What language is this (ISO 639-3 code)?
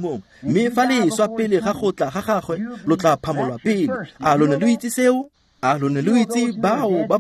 tsn